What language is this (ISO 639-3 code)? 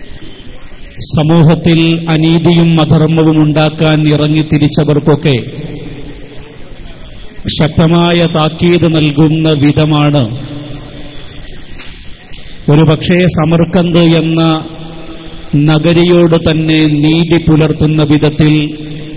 mal